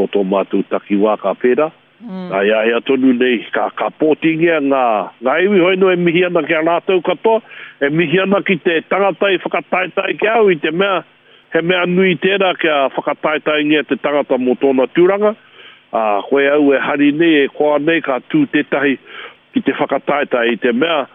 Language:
Māori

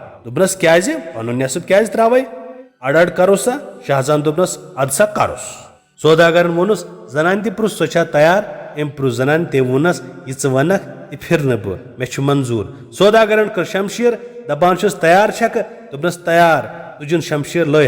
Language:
Kashmiri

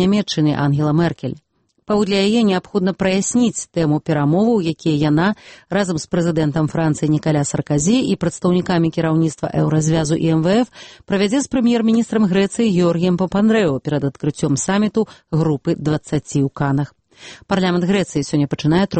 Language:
Belarusian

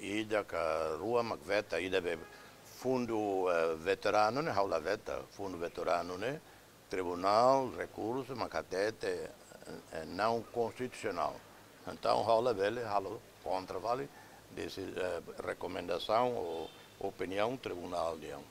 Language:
Tetum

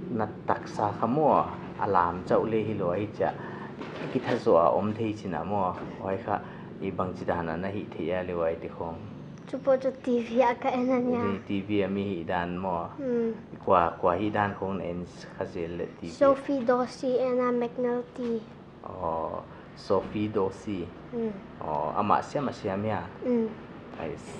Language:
Paite Chin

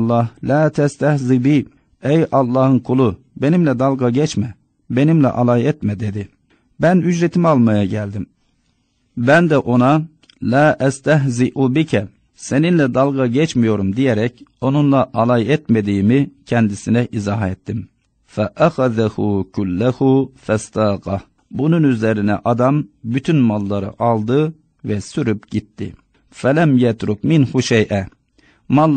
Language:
Turkish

